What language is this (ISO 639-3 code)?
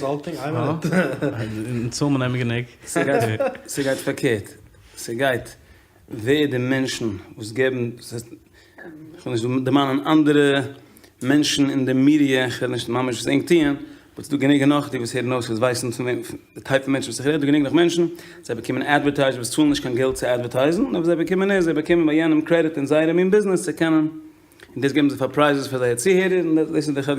yid